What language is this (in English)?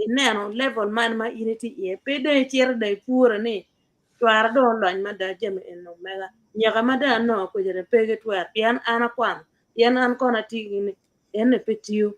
Acoli